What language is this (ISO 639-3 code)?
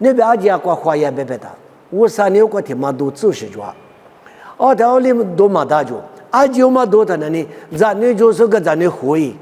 lis